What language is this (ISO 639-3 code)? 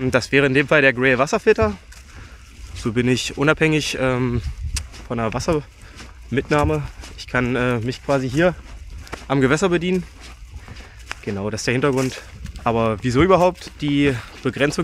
deu